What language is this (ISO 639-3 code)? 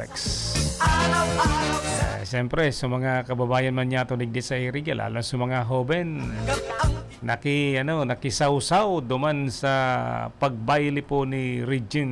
bik